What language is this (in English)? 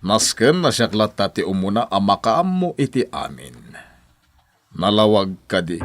Iloko